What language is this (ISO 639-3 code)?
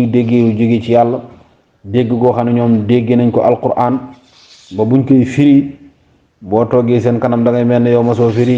wol